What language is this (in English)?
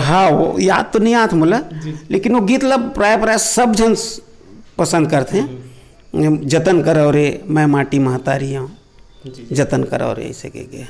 Chhattisgarhi